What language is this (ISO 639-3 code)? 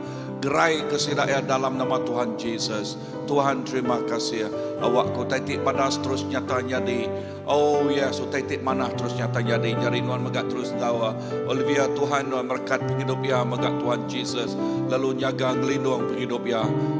iba